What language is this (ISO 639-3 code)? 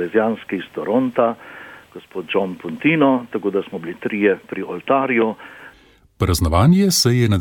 slv